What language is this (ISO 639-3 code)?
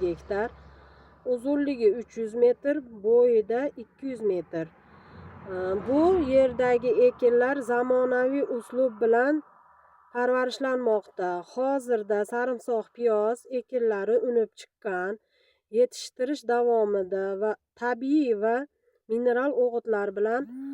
uzb